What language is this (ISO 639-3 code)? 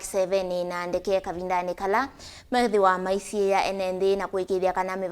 kam